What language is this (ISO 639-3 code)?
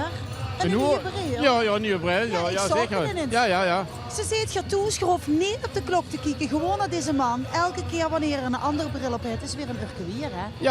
lim